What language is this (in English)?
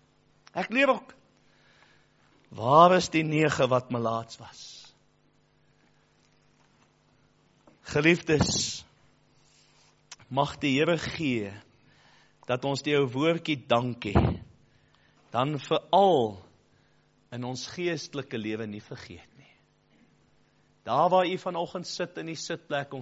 Afrikaans